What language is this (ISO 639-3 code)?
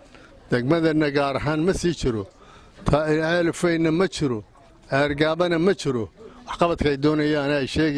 som